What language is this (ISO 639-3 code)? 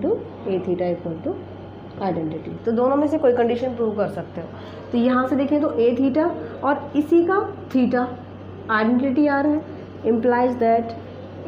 hin